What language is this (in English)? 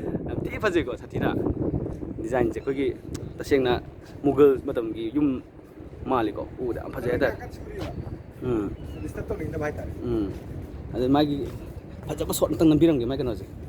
Manipuri